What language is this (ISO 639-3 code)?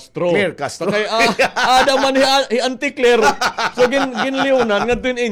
war